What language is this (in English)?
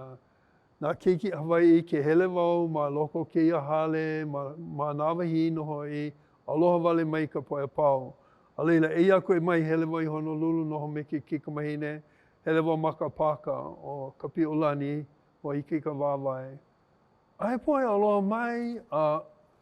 Hawaiian